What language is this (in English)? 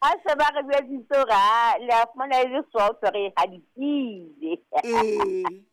Southern Sotho